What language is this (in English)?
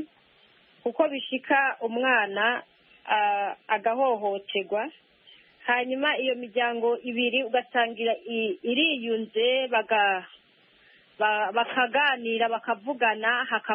Kinyarwanda